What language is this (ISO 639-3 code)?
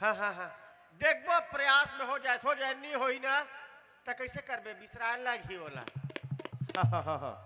hne